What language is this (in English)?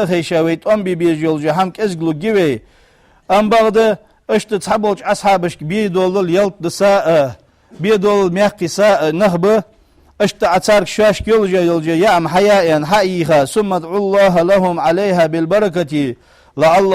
Ingush